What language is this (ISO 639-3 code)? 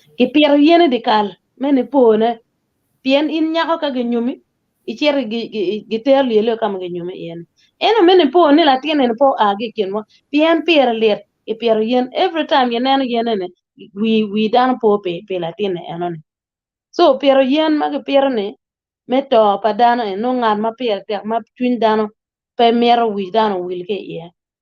ach